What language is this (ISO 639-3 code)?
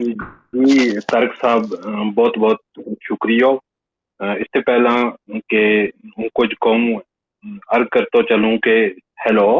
gju